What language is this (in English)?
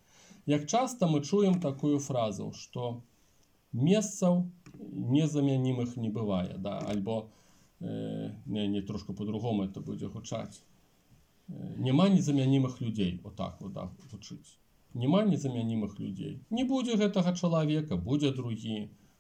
Belarusian